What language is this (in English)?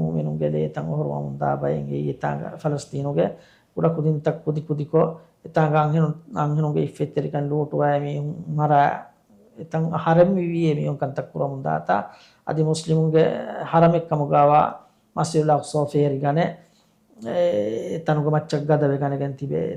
Divehi